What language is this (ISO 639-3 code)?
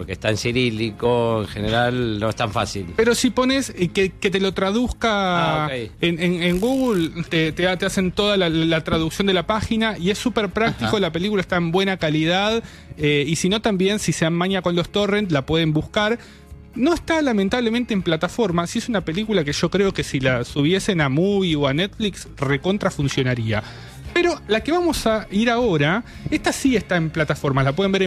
spa